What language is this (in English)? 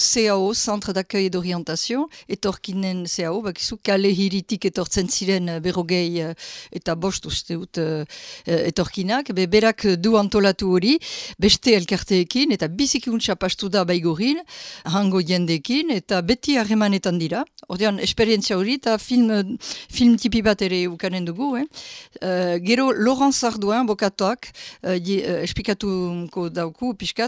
Basque